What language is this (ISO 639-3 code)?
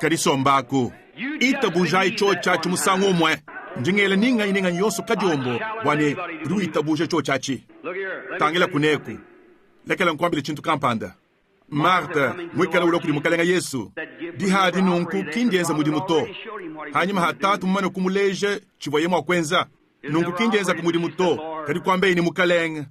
lua